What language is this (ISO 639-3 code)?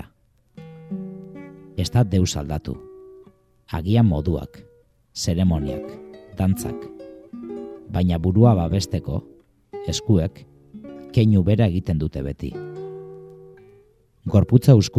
eus